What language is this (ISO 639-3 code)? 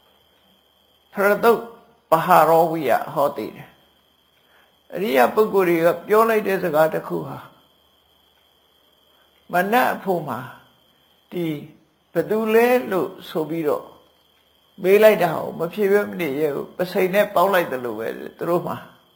mya